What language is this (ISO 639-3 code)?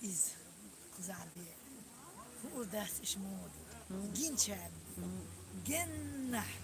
che